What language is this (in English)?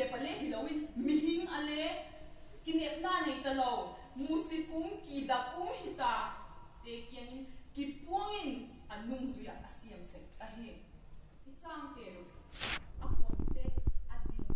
Vaiphei